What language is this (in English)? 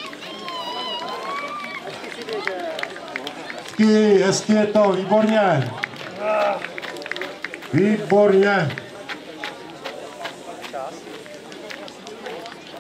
Czech